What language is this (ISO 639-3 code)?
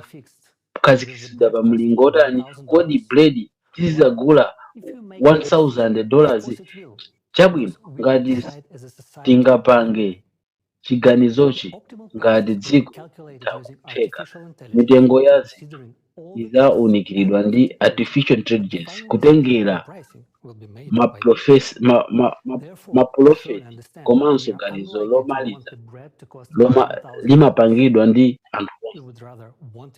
nya